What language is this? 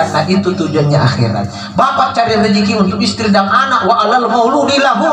Makasar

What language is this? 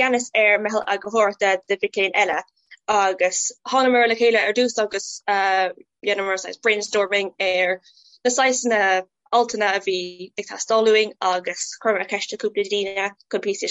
Irish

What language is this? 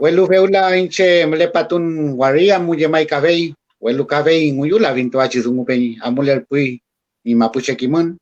Mapuche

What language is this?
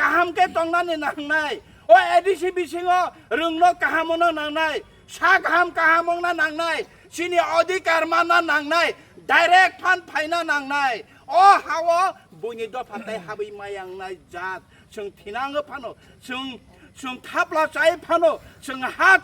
Kok Borok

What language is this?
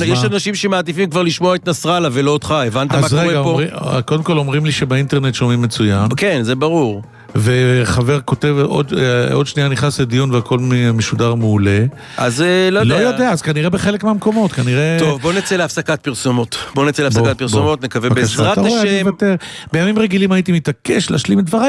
Hebrew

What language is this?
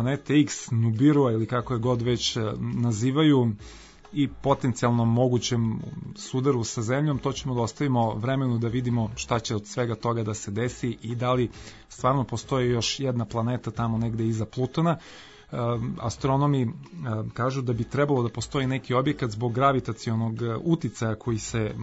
Serbian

